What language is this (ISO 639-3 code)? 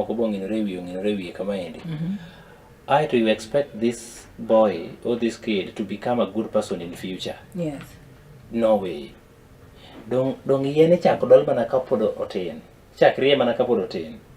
luo